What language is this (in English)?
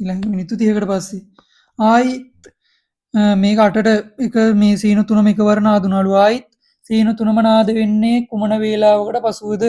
Sinhala